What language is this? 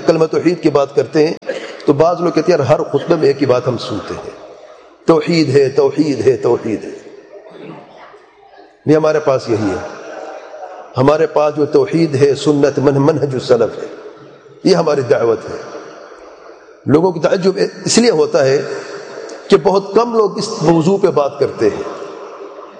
Urdu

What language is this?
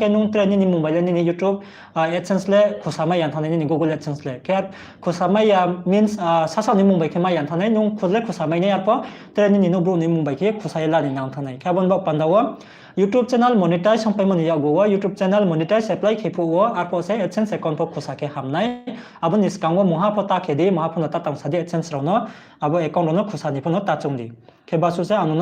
Riang (India)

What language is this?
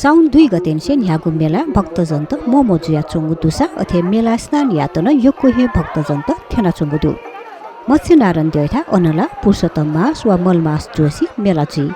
Newari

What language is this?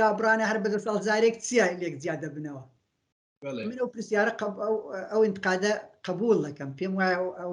Central Kurdish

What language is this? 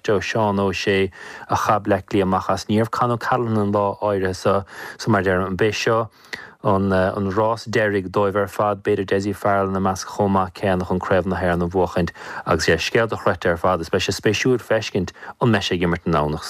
Irish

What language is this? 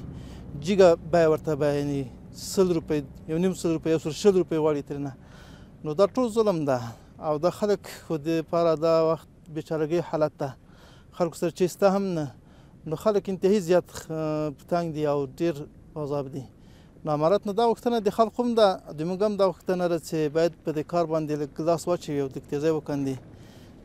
Pashto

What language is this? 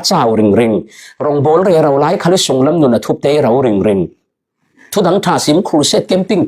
Falam Chin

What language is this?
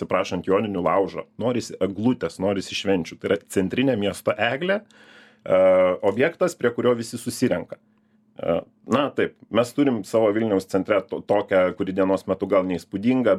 Lithuanian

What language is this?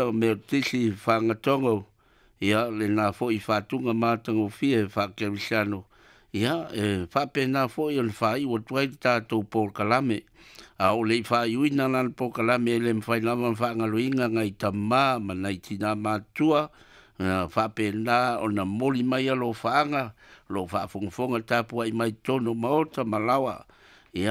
Samoan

